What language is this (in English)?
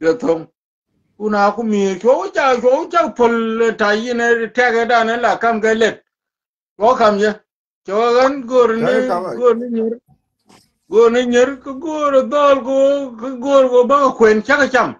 Nuer